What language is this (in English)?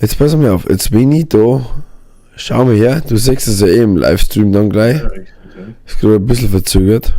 Bavarian